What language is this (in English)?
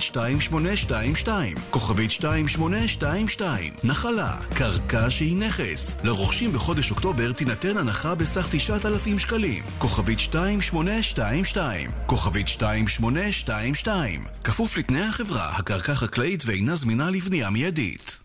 Hebrew